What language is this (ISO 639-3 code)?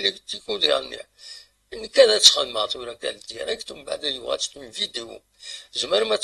kab